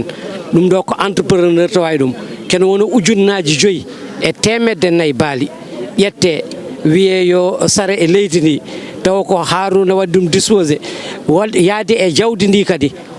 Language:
Fula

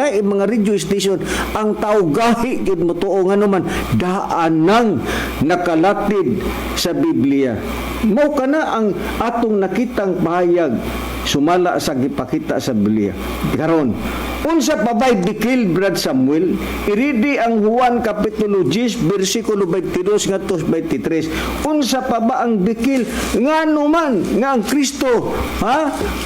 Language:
Cebuano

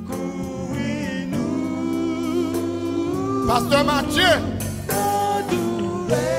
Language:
Haitian Creole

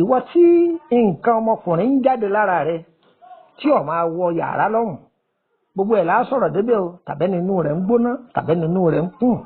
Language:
Yoruba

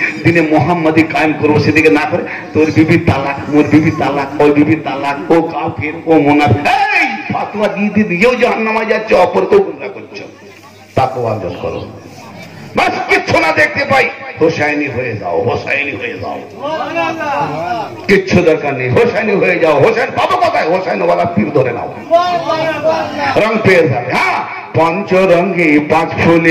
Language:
Bangla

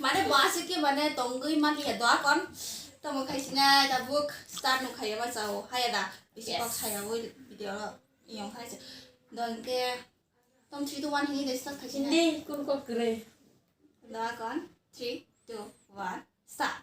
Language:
Kok Borok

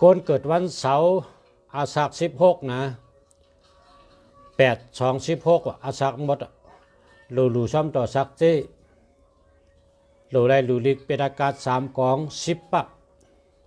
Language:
Shan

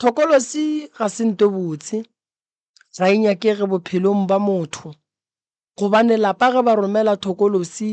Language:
Northern Sotho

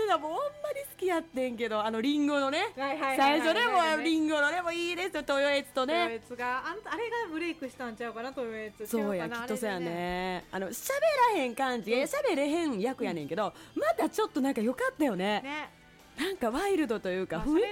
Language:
Japanese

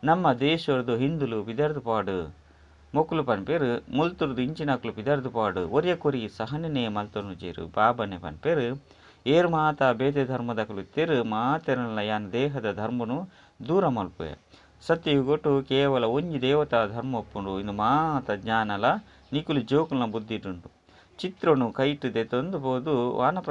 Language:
Tulu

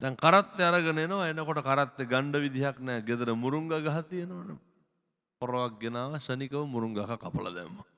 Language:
Sinhala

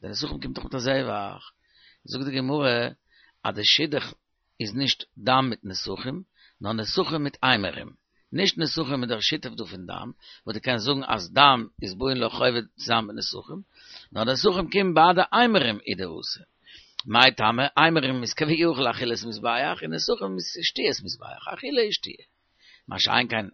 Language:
Yiddish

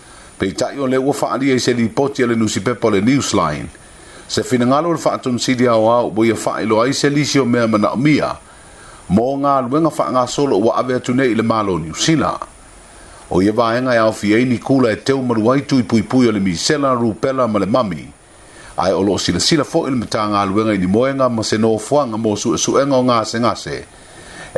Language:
Samoan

